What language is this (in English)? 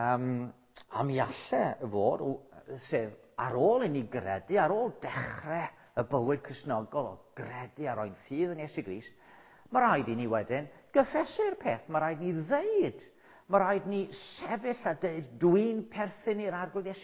Welsh